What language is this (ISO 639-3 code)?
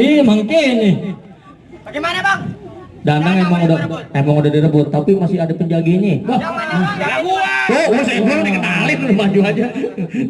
bew